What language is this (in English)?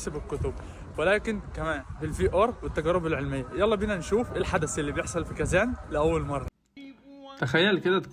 Egyptian Arabic